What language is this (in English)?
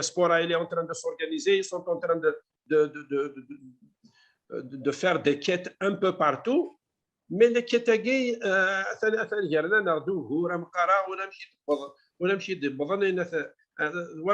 Kabyle